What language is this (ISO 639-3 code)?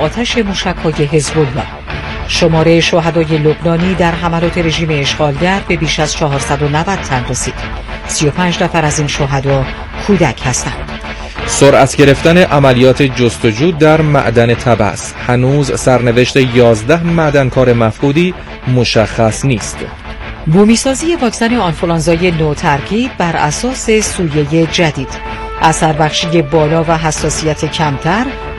fas